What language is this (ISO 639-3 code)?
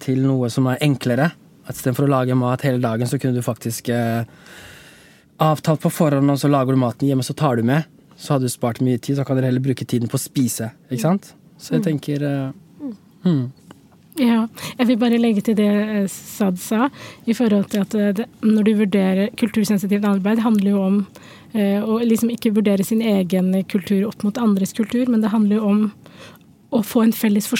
nor